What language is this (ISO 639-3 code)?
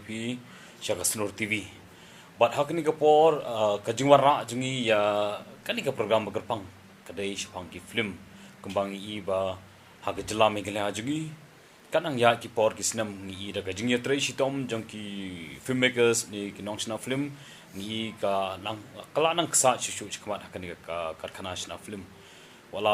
kha